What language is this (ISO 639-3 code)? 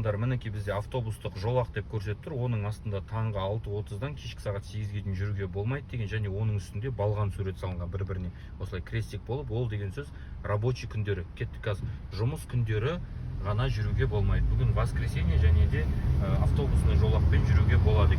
kaz